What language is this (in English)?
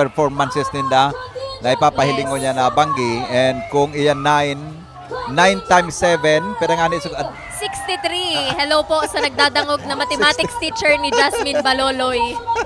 Bikol